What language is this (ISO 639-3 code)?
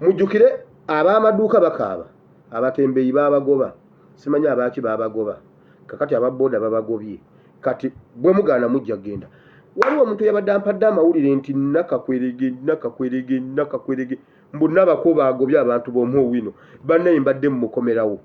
lug